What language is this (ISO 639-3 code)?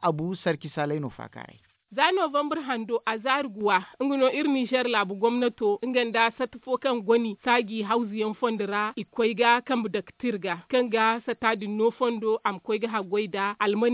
dje